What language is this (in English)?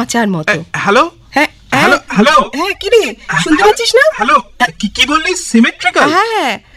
Bangla